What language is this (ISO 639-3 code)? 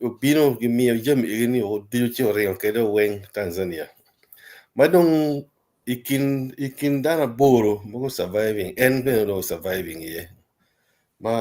ach